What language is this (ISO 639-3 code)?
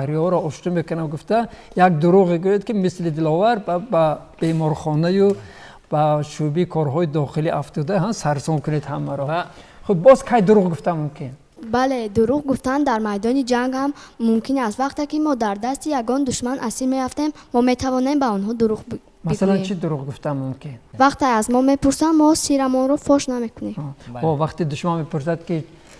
tgk